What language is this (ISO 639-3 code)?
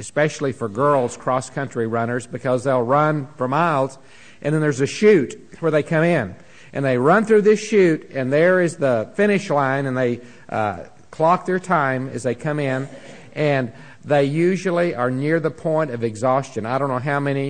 eng